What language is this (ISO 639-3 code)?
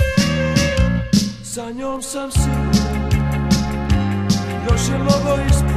srp